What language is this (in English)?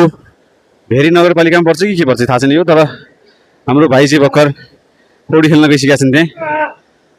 Nepali